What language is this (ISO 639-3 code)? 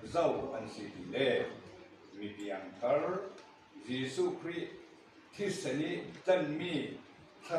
cfm